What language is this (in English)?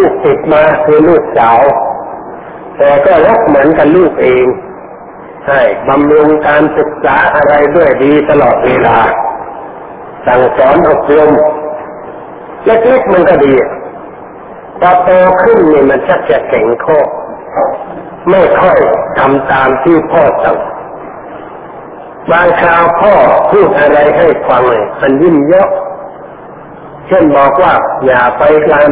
Thai